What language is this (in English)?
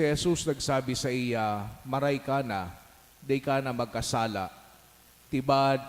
Bikol